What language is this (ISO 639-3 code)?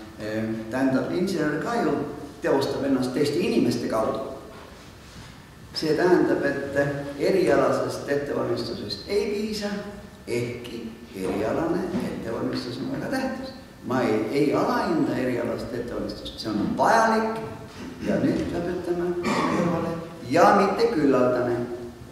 est